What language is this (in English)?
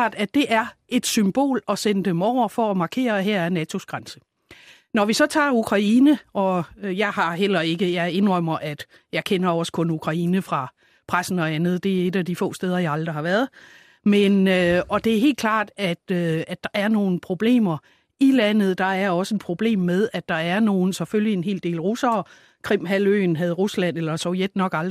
Danish